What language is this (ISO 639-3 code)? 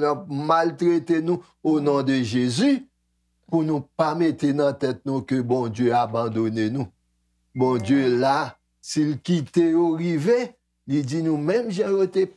hat